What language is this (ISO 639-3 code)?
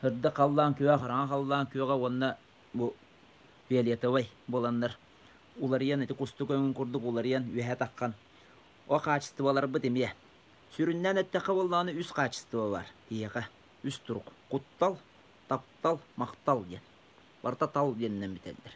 sah